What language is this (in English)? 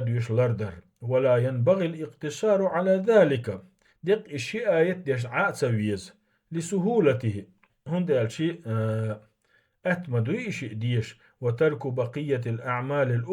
Chechen